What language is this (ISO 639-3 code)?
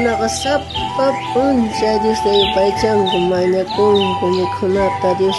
quh